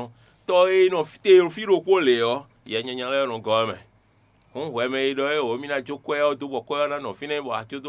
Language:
Fon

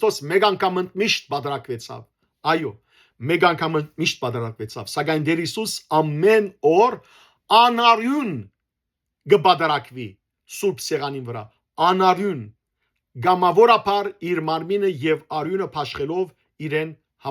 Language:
Western Armenian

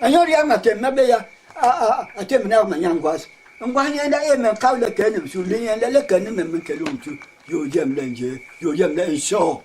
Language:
Basaa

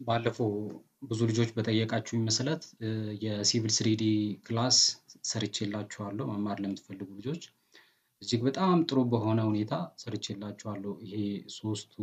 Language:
Amharic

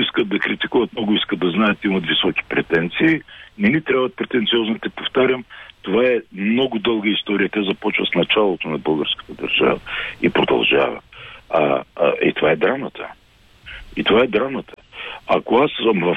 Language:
Bulgarian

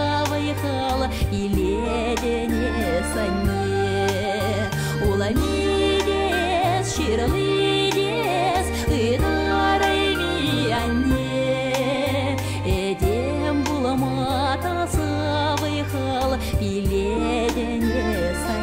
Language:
Chuvash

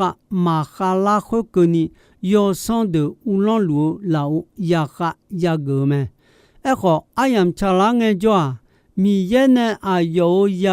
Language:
Akha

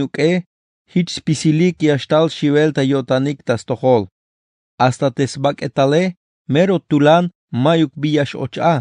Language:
Tzeltal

